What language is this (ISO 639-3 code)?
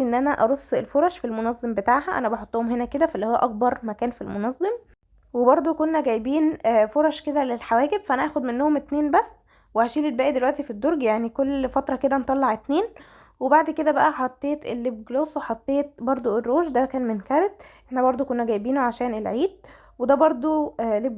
arz